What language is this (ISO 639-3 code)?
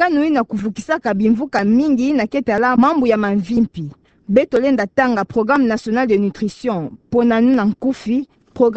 ktu